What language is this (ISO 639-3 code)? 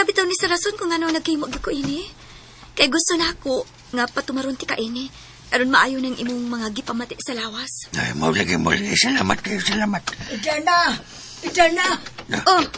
ceb